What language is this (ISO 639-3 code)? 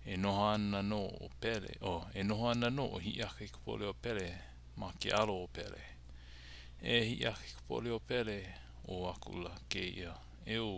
haw